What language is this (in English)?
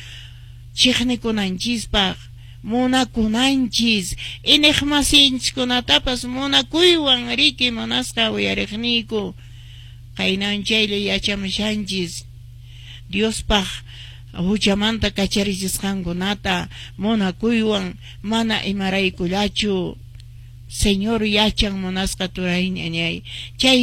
Quechua